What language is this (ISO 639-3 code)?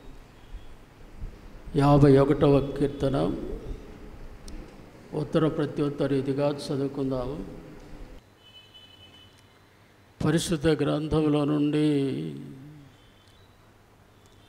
tel